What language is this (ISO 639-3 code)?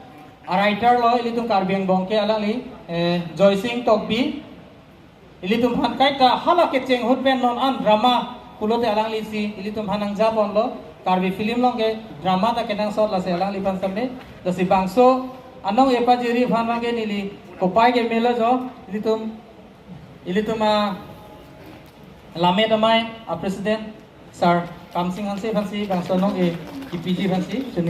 mjw